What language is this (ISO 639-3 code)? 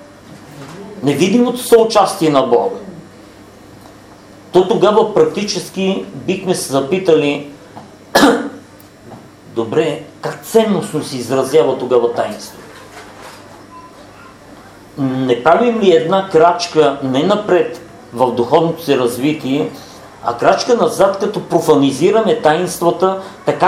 bul